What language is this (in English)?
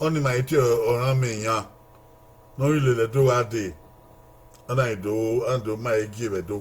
Bini